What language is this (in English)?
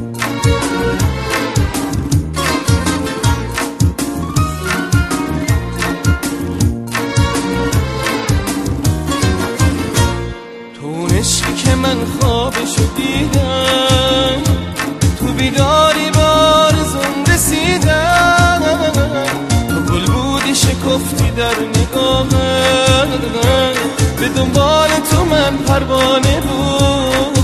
Persian